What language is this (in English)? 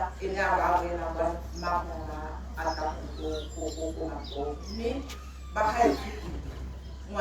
Tswana